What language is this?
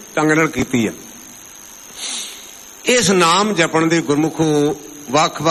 Punjabi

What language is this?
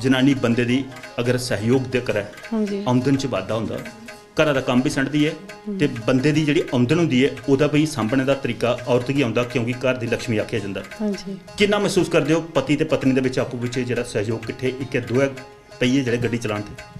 Dogri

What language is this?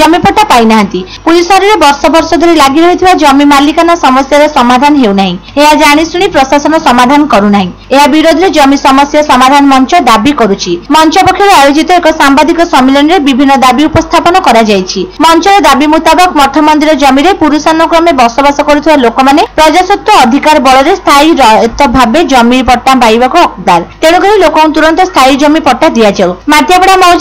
Odia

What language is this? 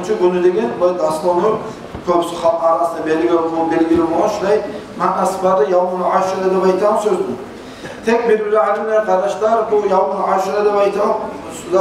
Kumyk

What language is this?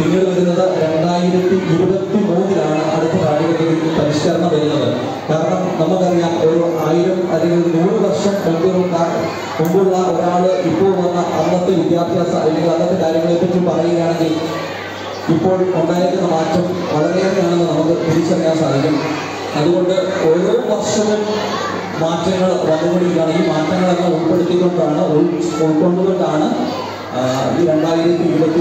Malayalam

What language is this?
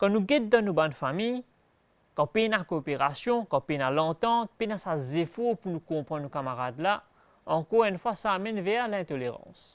Morisyen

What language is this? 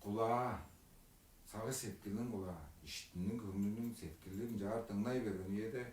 Tuvinian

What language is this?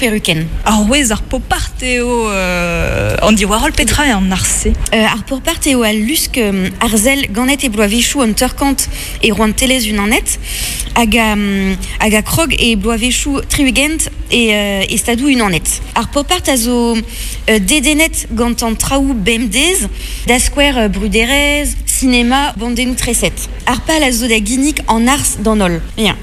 Breton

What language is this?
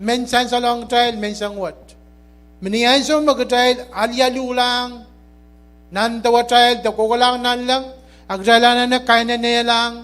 Pohnpeian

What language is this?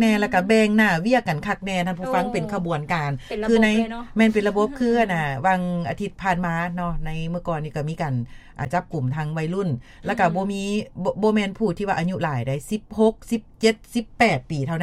Lao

